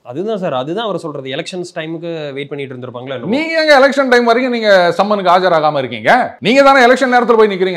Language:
Tamil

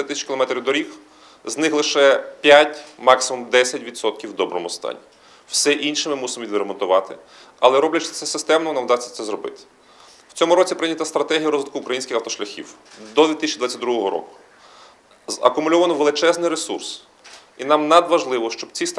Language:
Ukrainian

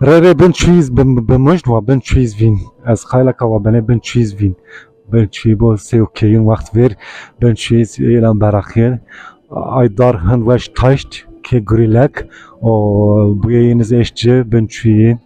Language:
Zaza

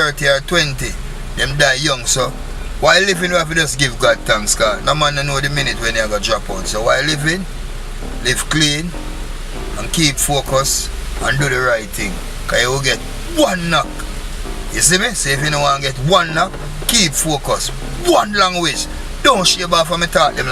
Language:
Jamaican Creole English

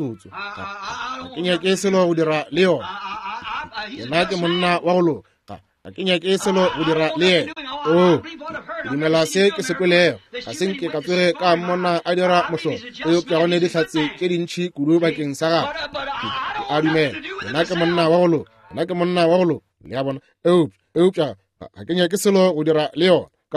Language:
Northern Sotho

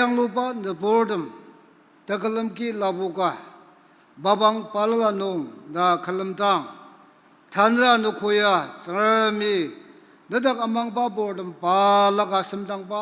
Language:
Ao Naga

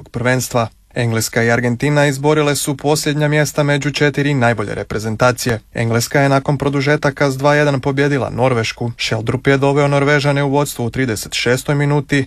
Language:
Croatian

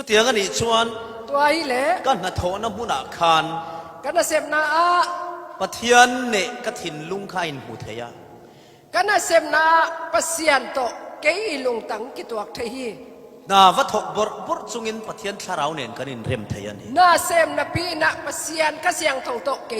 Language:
Falam Chin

